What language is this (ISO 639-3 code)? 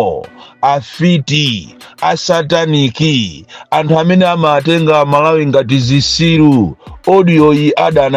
nya